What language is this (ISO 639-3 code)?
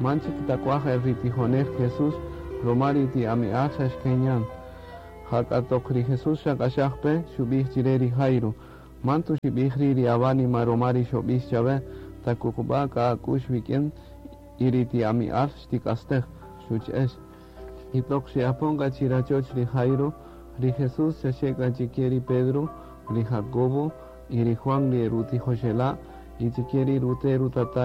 cak